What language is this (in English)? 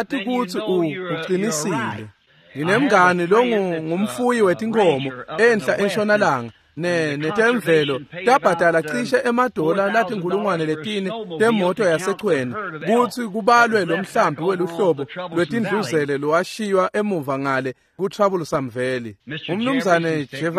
Swati